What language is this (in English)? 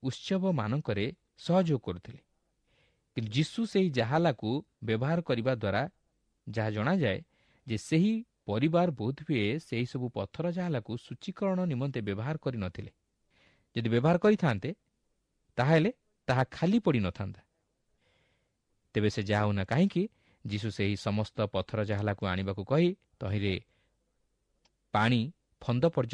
Odia